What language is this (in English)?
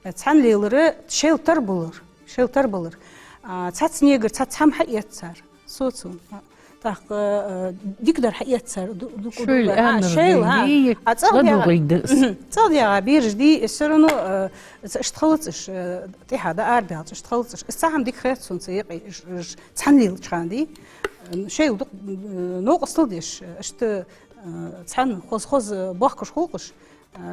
Ingush